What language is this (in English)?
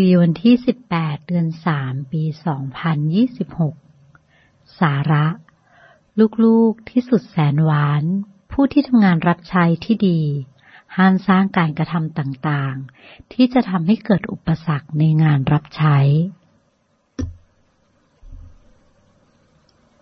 Thai